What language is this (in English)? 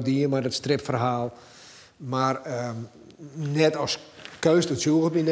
Western Frisian